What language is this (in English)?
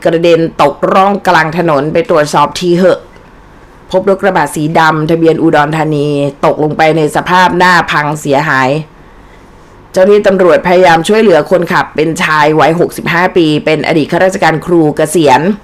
Thai